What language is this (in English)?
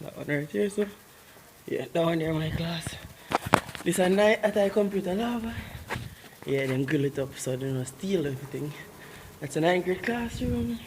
Jamaican Creole English